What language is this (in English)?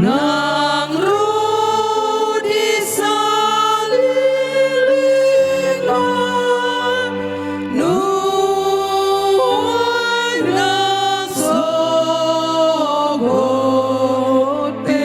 Batak Toba